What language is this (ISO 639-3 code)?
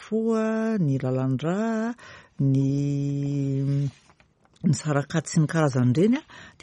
mlg